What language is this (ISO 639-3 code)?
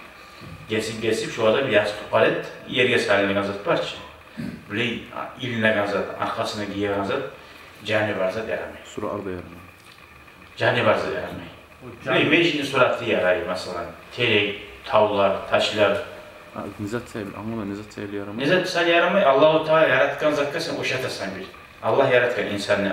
kum